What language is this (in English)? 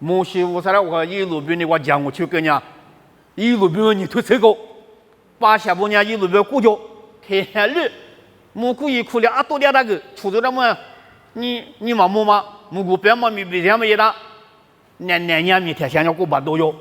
Lisu